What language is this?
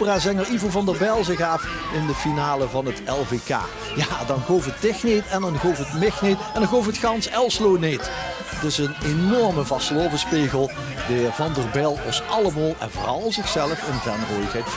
Limburgish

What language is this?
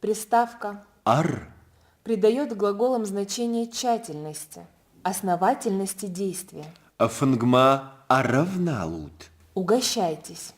Ossetic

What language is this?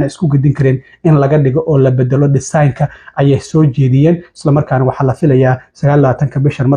Somali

